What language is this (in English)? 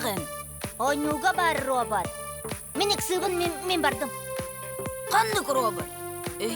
Yakut